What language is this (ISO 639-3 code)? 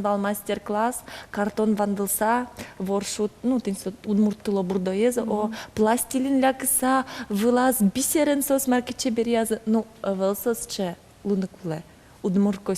udm